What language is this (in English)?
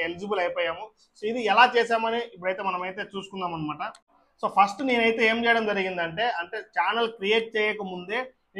Telugu